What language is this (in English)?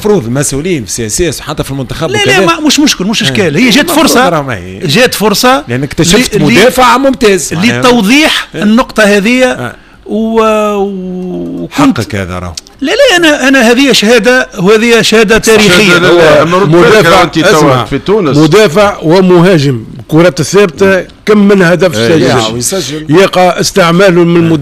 Tunisian Arabic